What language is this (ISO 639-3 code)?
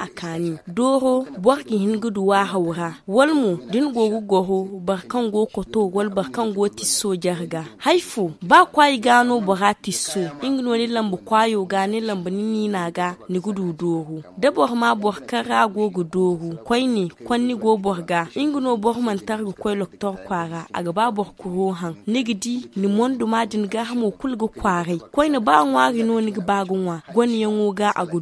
dje